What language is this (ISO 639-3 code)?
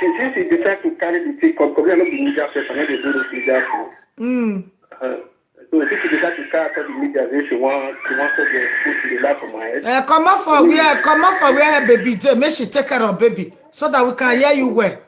pcm